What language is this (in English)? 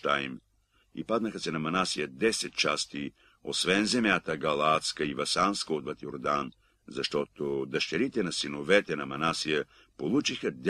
Bulgarian